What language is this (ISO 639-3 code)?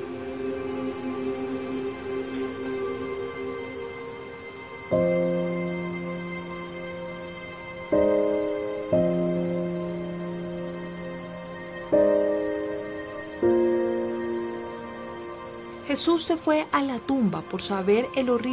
spa